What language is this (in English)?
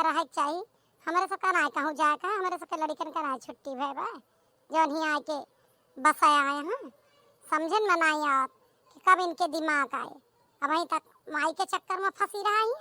Awadhi